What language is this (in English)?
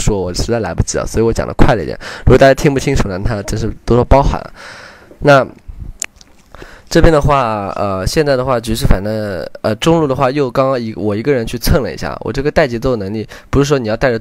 Chinese